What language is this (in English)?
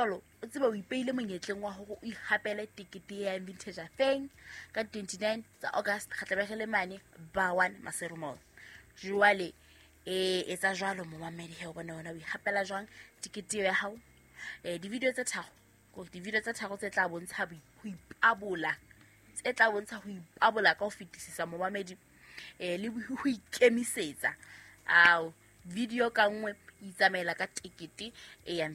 Southern Sotho